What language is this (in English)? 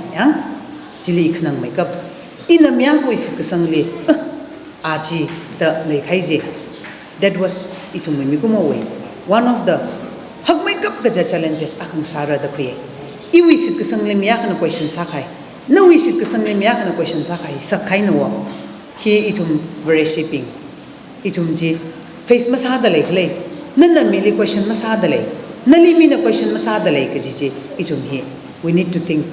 Tangkhul Naga (India)